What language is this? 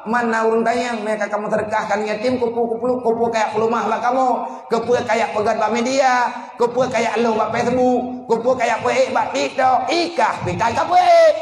Achinese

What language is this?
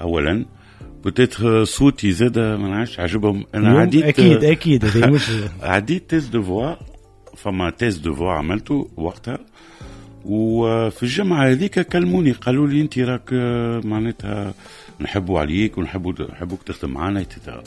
Tunisian Arabic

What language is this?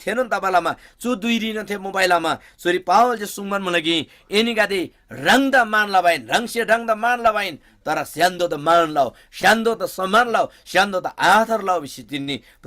Eastern Tamang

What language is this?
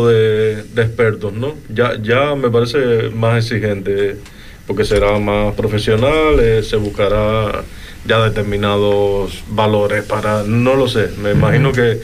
Spanish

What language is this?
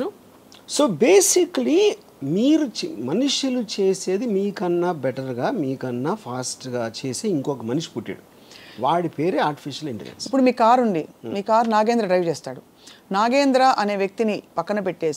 Telugu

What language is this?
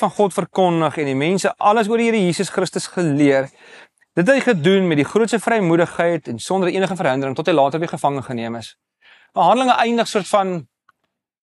Afrikaans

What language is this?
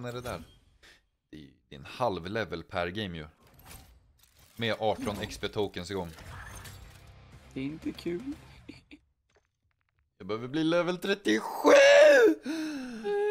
Swedish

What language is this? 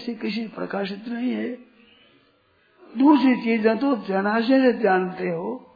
Hindi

